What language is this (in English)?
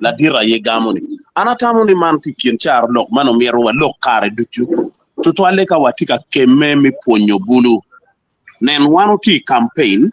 Acoli